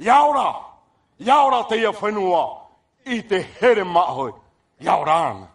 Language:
Tahitian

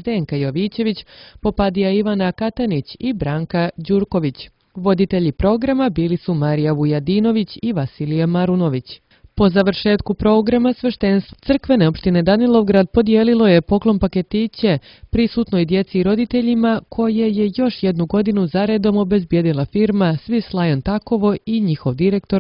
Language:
Serbian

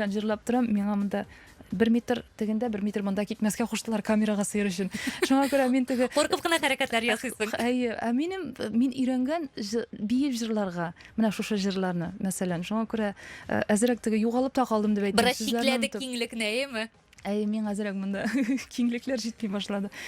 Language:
Tatar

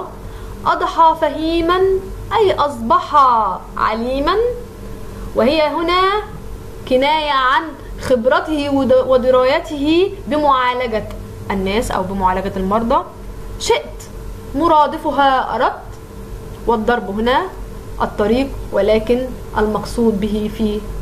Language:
Arabic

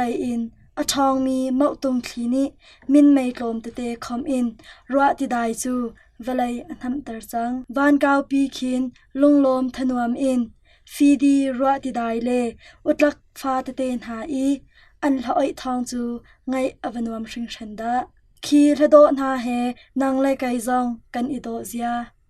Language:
Hakha Chin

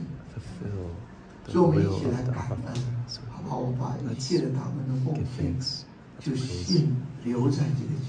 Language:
Chinese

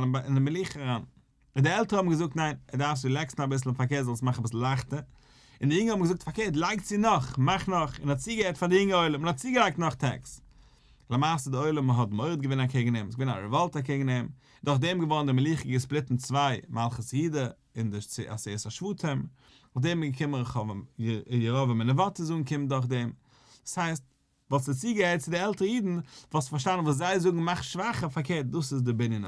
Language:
Yiddish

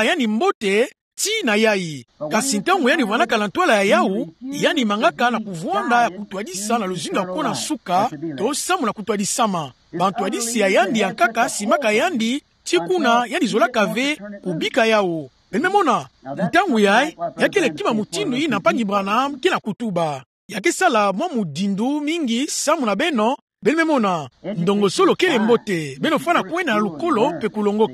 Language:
Kituba (Democratic Republic of Congo)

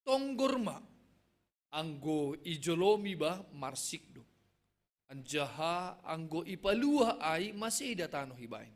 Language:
Batak Simalungun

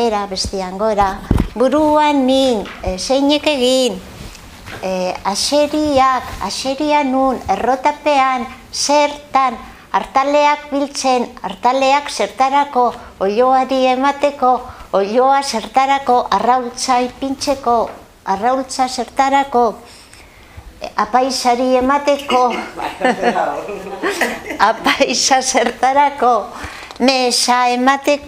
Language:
Basque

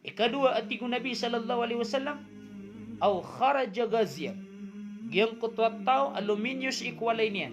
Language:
Maranao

